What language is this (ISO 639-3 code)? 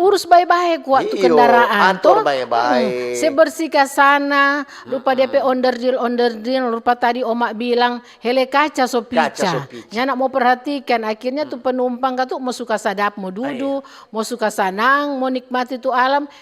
xmm